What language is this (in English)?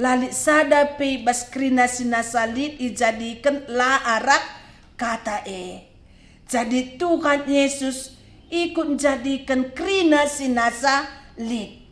Batak Karo